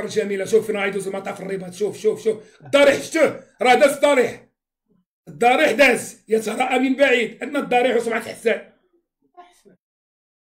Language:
Moroccan Arabic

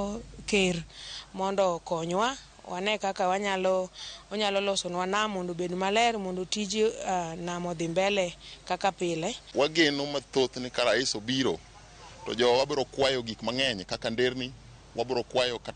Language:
Luo (Kenya and Tanzania)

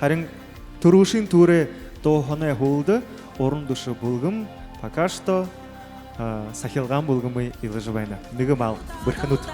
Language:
Buriat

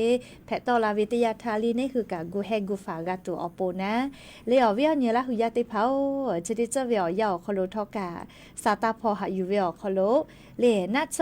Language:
Lahu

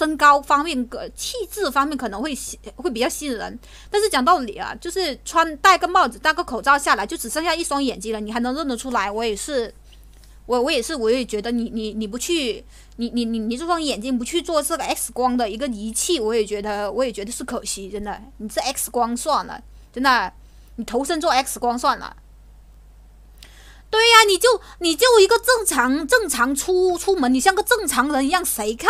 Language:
Chinese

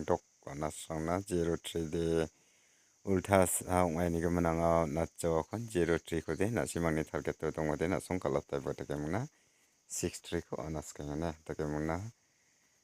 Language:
Garo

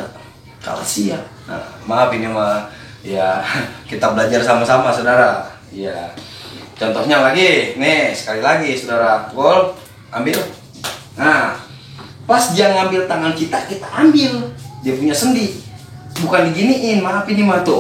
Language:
Betawi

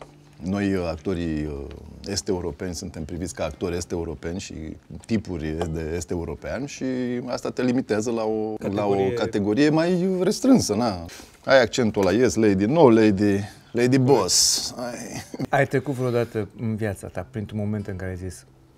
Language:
Romanian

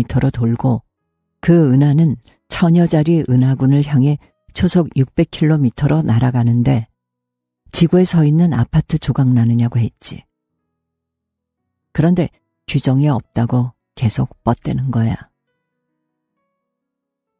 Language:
Korean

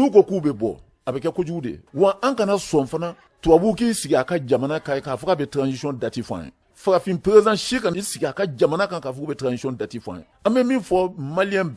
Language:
Bambara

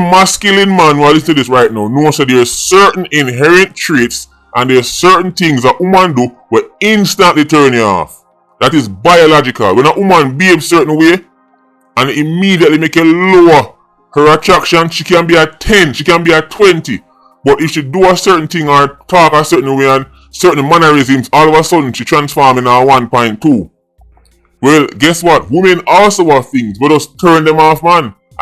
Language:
Jamaican Creole English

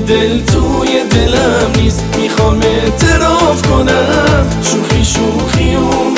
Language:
Persian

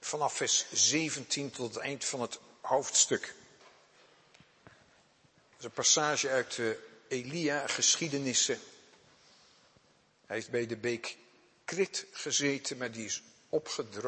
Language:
Dutch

